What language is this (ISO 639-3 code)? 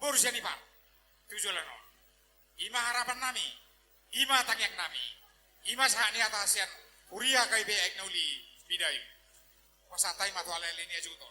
bbc